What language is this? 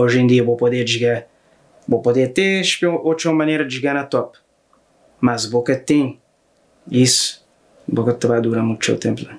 Kabuverdianu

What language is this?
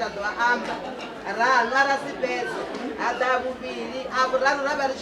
Venda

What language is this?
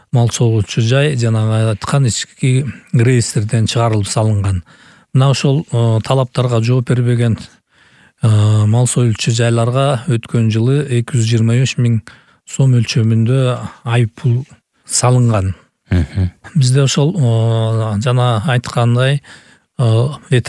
Kyrgyz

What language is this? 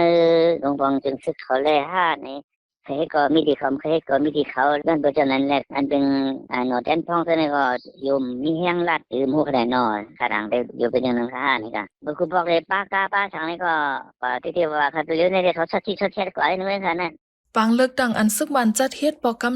Shan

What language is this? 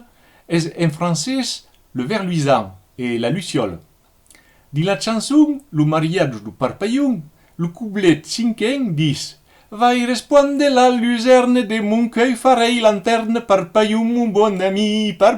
Occitan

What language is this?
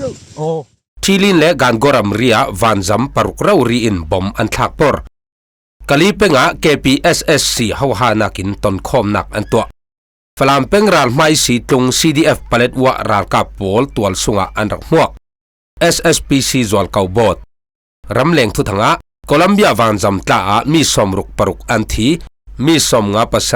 Falam Chin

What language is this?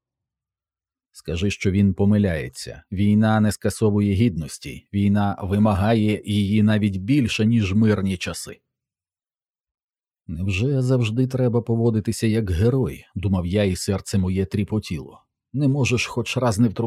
Ukrainian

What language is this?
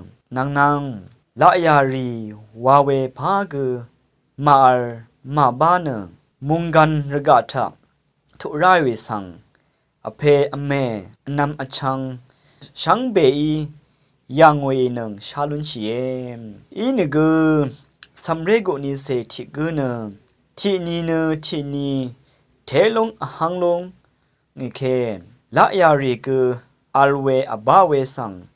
Rawang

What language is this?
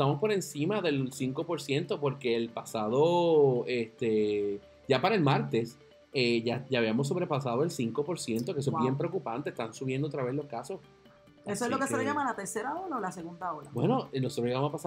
Spanish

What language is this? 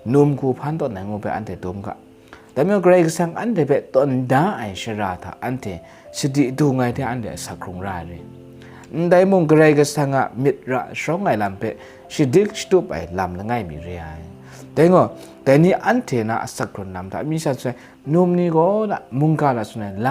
Kachin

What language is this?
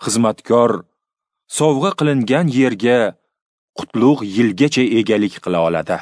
Uzbek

